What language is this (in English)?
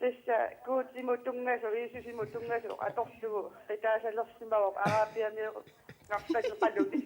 Kalaallisut